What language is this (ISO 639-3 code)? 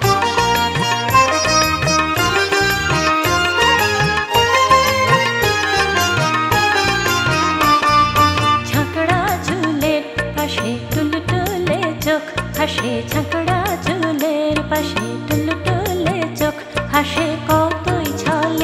ben